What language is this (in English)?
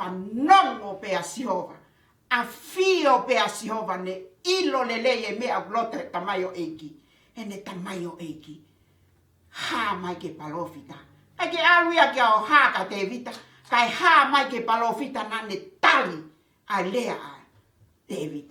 Tongan